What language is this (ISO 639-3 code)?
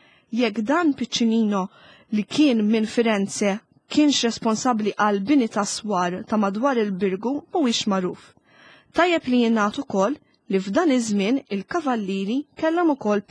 mlt